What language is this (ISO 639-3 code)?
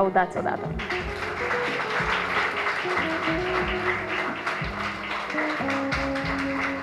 ron